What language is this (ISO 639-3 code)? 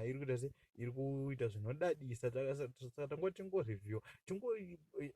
sna